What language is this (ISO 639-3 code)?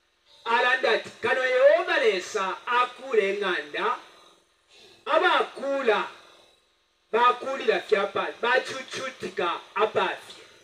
bem